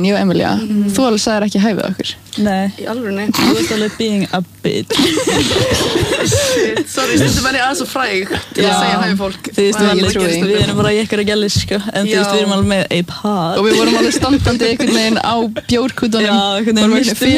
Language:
Icelandic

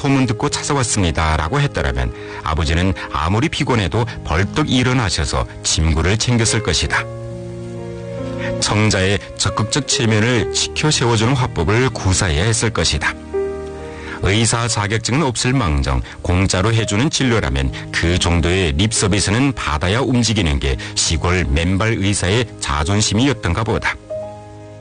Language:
Korean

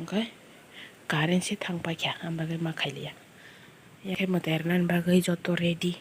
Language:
Kok Borok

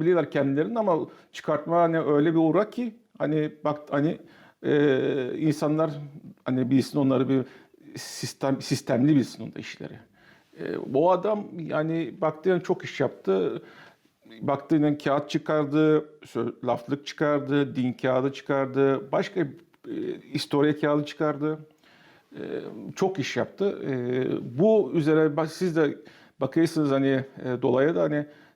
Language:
Gagauz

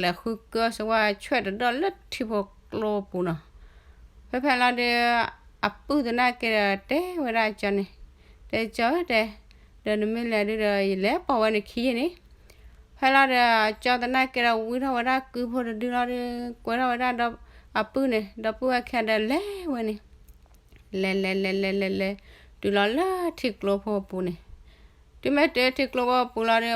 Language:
S'gaw Karen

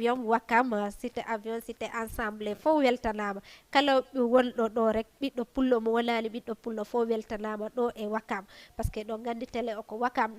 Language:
Fula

